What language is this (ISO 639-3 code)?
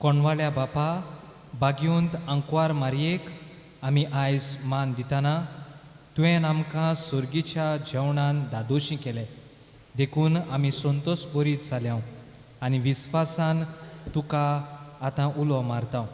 kok